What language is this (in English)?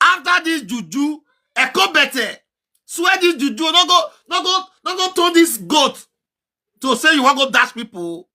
Nigerian Pidgin